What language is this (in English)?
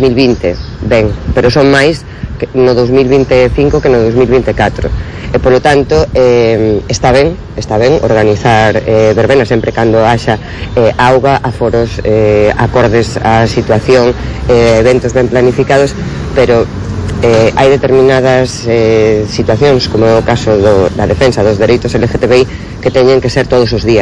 Galician